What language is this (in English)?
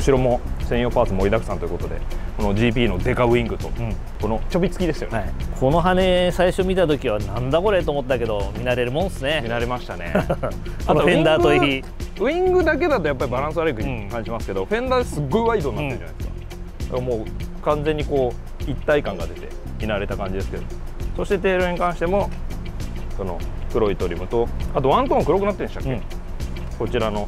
Japanese